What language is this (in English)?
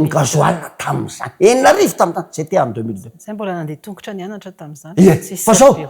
Malagasy